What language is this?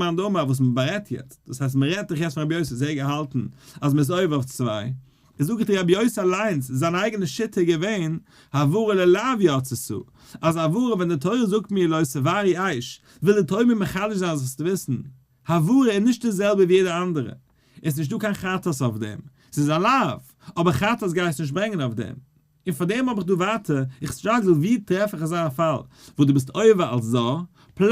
Yiddish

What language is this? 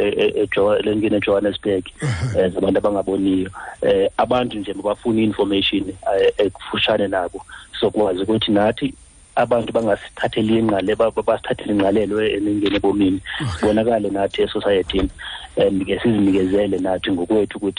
Xhosa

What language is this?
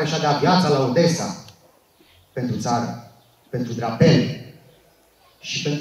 Romanian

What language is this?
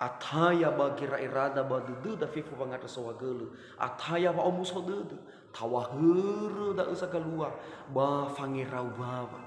Nias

